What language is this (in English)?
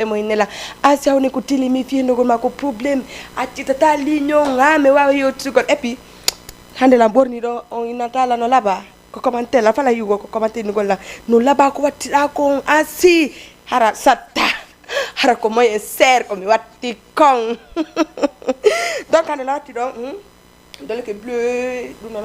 Fula